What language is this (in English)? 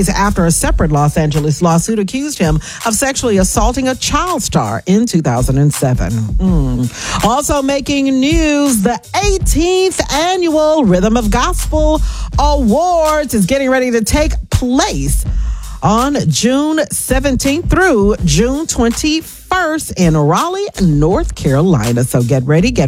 English